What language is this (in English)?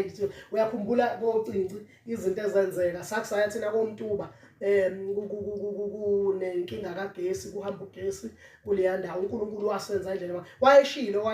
Zulu